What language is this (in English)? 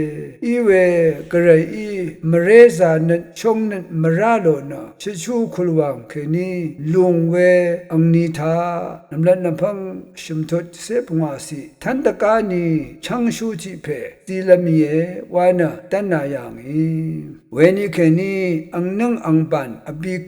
Rawang